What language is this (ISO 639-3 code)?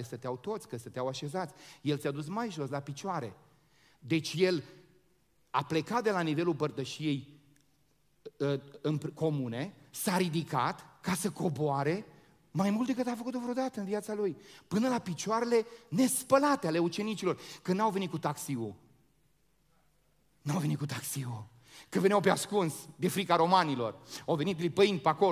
ron